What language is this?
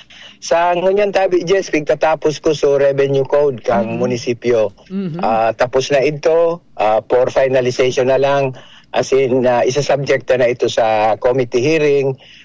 Bikol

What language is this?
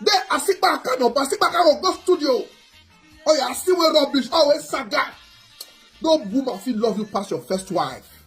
Nigerian Pidgin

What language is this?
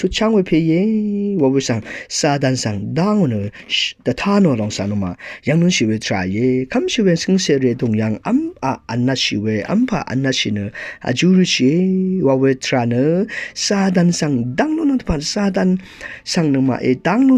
Rawang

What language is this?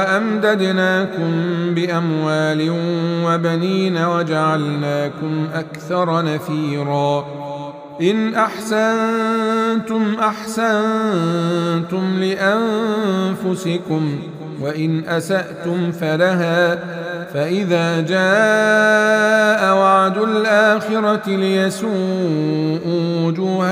Arabic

